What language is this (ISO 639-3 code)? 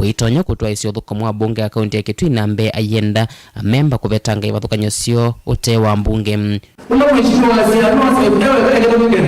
kam